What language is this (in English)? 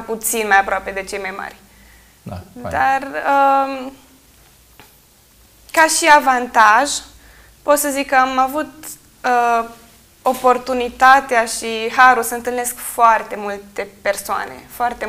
Romanian